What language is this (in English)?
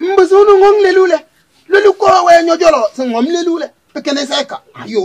Kabiyè